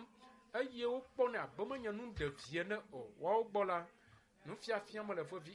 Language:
Ewe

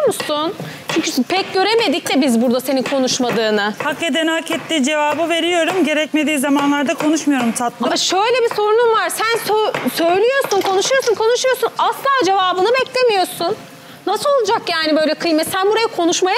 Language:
Turkish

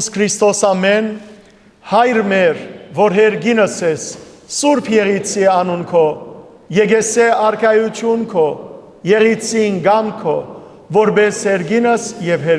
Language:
Western Armenian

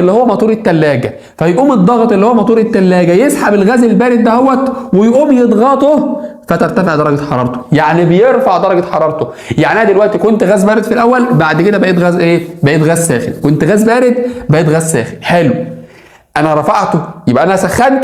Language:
Egyptian Arabic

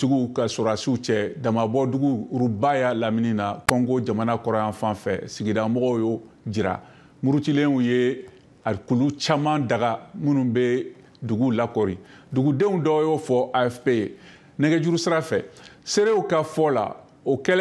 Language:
Bambara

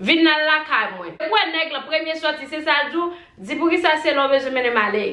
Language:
Haitian Creole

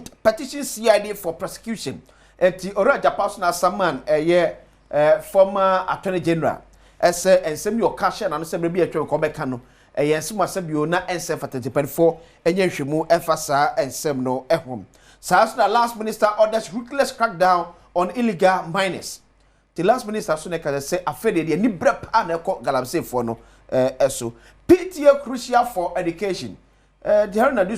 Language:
Akan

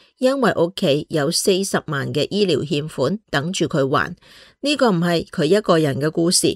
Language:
Cantonese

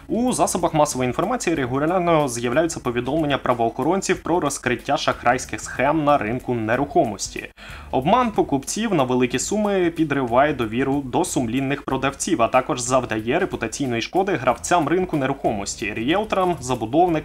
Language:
Ukrainian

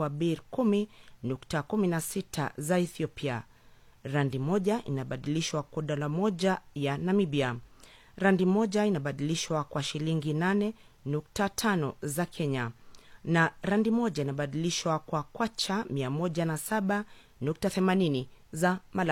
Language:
Swahili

